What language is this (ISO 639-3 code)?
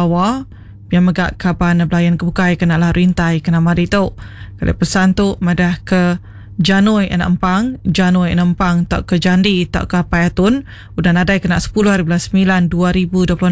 iba